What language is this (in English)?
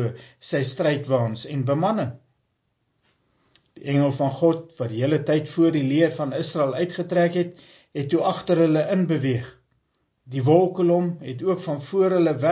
Afrikaans